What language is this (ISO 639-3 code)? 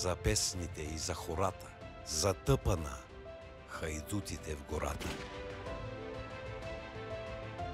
bul